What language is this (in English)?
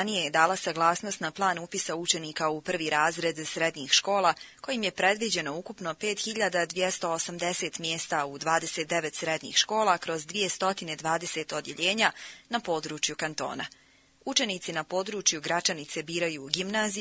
Bosnian